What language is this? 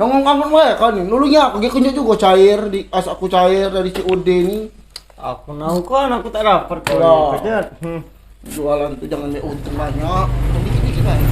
Musi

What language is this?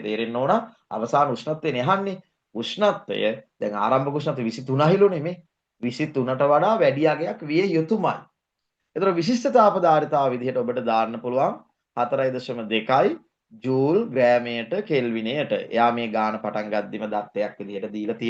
Sinhala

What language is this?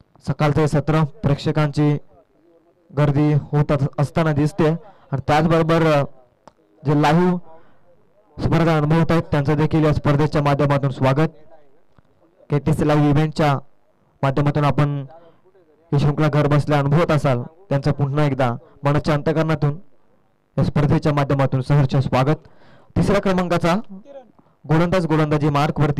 Marathi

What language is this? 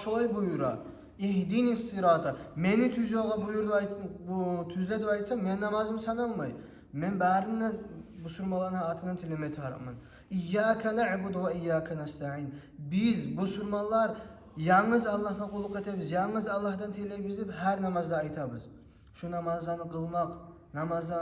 Kumyk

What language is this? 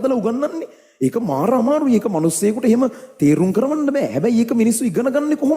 Sinhala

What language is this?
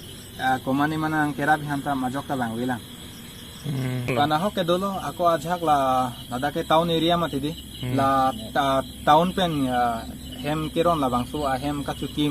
Karbi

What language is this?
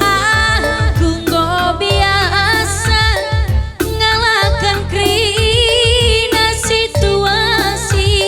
Batak Karo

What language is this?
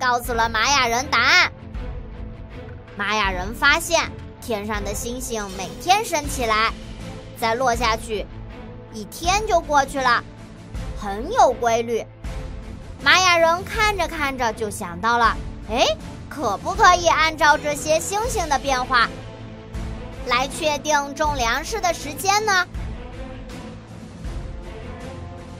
Chinese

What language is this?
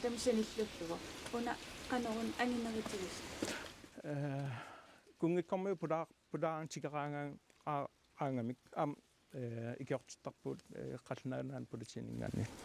Kalaallisut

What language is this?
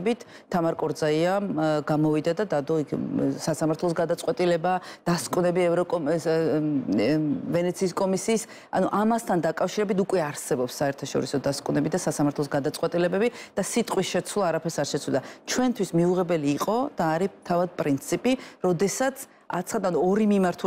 Georgian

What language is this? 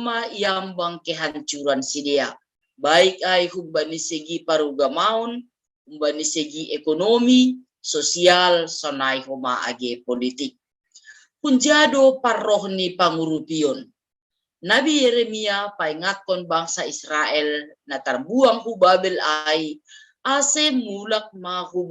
Batak Simalungun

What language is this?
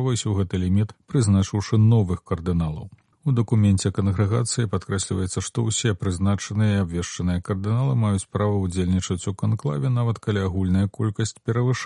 Belarusian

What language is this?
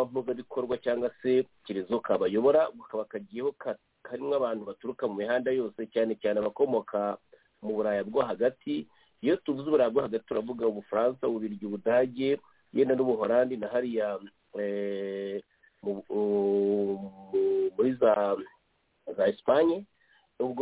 Kinyarwanda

